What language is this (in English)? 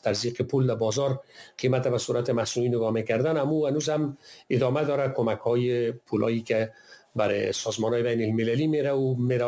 Persian